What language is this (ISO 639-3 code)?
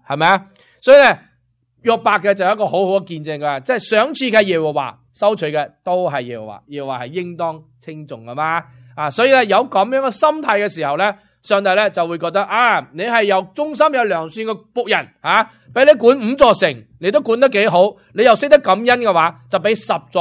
yue